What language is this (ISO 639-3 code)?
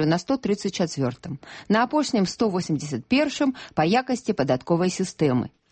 bel